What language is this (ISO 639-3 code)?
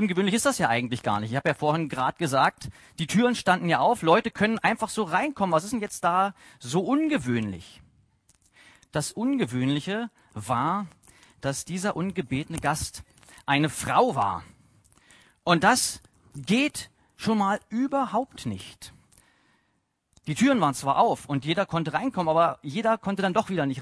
deu